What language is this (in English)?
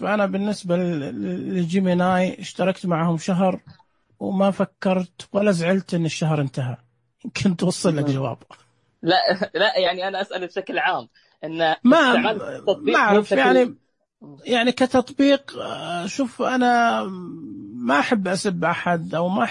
Najdi Arabic